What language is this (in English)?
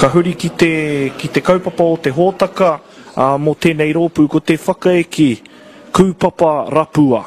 Māori